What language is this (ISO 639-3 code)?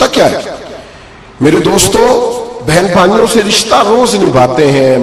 urd